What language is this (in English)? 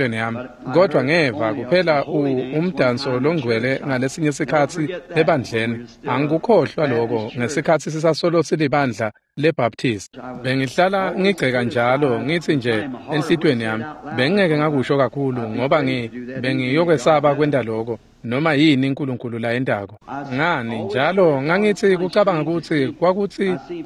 Swati